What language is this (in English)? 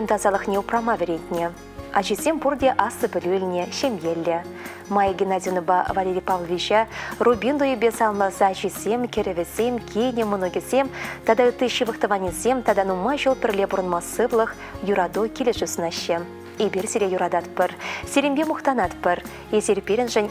Chuvash